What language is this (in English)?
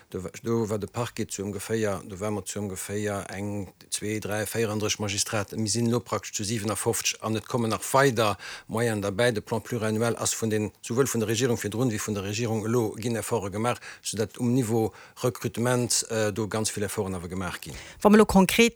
Luxembourgish